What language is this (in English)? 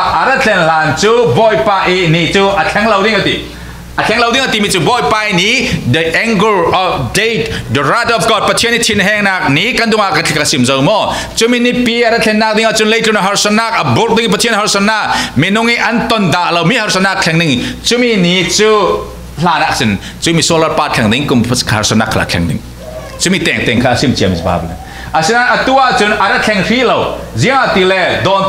Falam Chin